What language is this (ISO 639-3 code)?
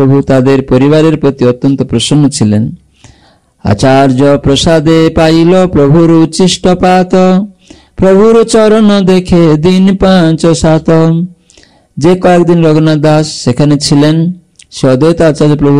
ben